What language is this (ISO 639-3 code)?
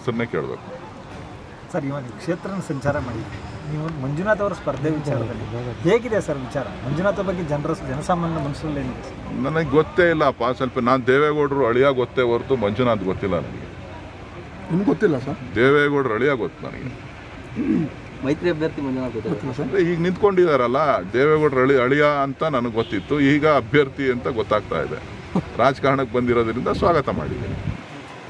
kan